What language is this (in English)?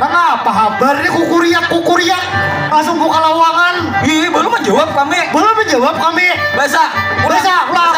Banjar